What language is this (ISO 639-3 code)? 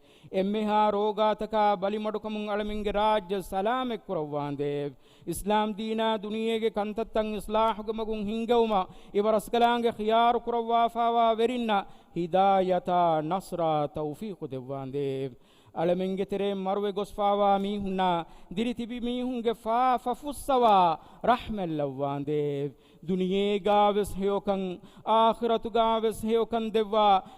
div